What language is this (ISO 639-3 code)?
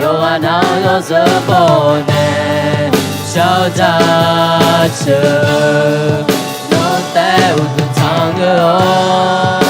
ahk